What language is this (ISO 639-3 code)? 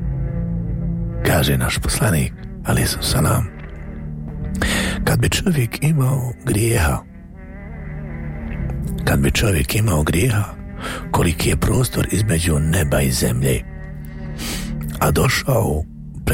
bos